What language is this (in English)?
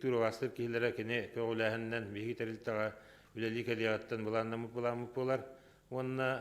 Yakut